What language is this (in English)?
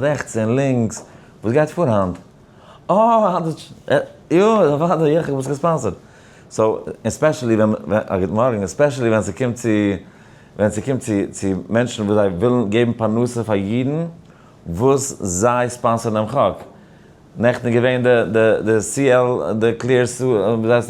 Yiddish